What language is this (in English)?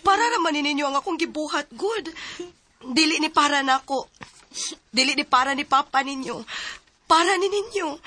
Cebuano